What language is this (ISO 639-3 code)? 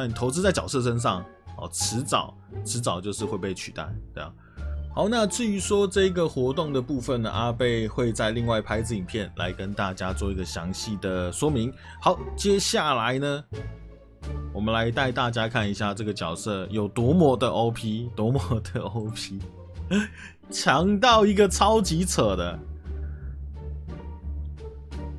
zho